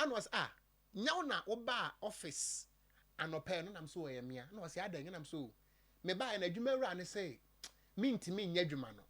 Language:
Akan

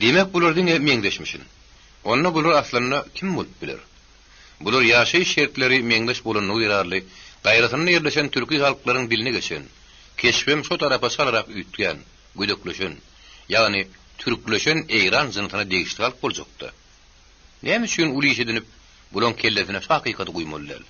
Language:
Turkmen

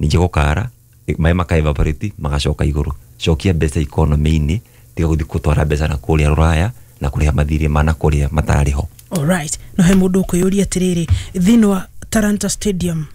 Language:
Kikuyu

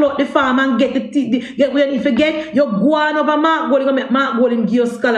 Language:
Jamaican Creole English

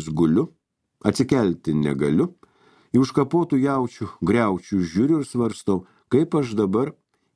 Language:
Lithuanian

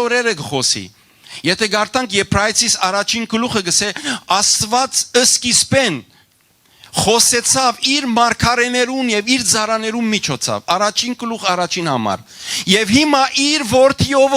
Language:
Western Armenian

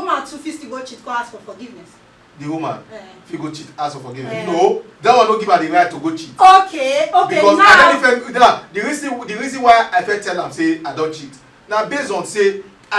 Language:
Nigerian Pidgin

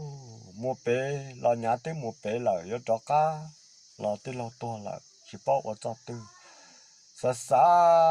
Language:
Hmong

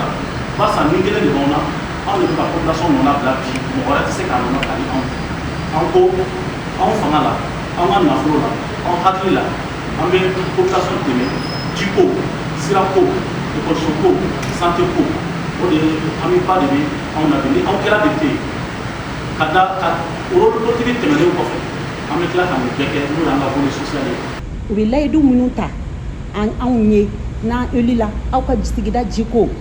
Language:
Bambara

